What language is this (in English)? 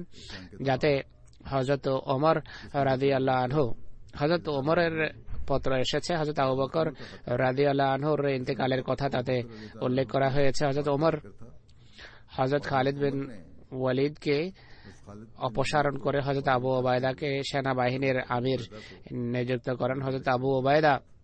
Bangla